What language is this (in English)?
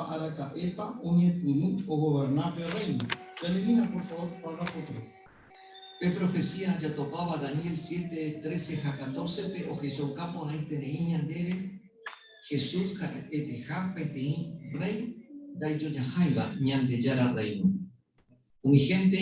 Guarani